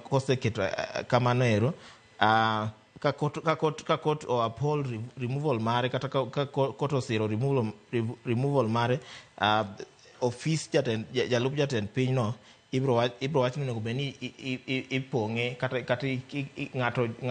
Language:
Luo (Kenya and Tanzania)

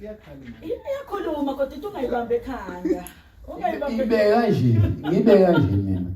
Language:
Zulu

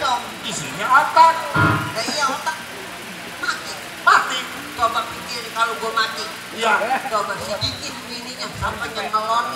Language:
Betawi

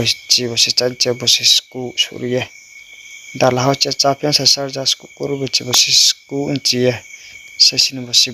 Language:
Riang (India)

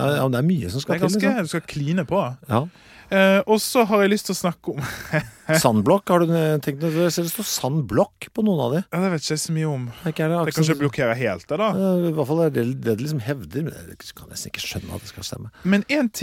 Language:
Norwegian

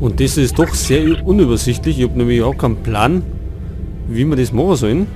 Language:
Bavarian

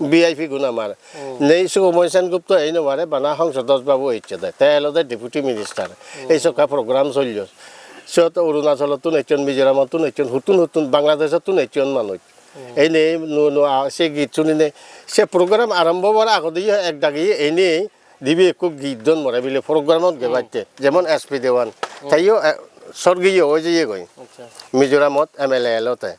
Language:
Chakma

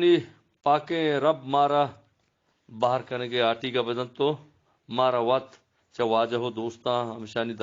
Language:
Eastern Balochi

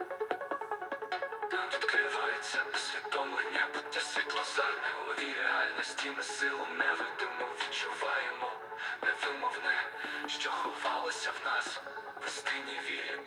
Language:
Ukrainian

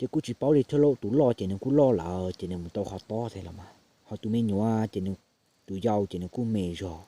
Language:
Hmong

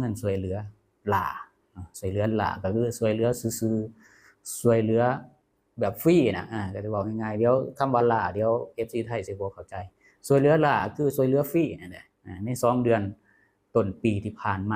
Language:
Lao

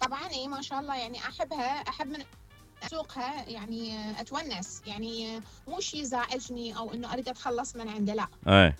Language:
Mesopotamian Arabic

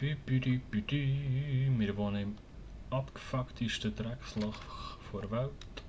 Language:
Swiss German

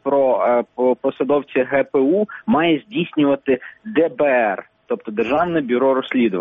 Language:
Ukrainian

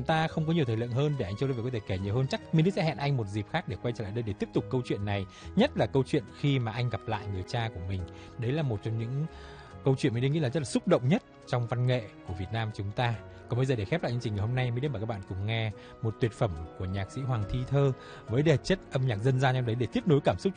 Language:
Vietnamese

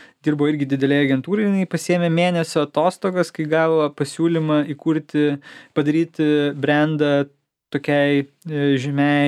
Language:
Lithuanian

